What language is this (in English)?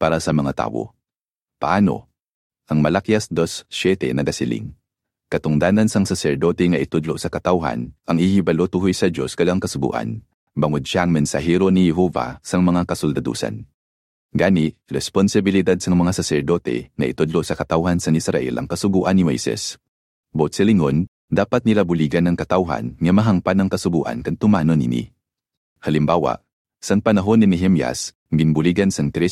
Hiligaynon